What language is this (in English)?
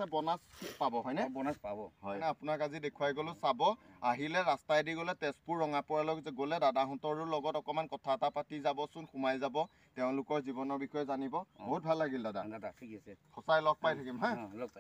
Assamese